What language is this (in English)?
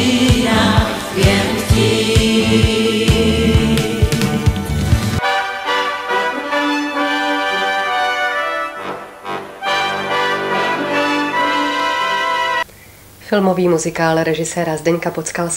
Czech